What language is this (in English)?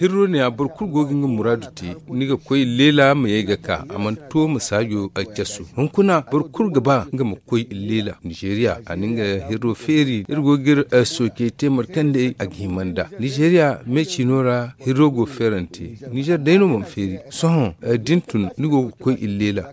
Zarma